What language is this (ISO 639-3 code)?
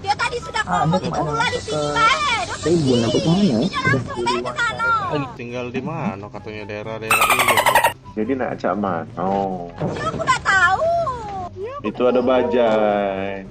mui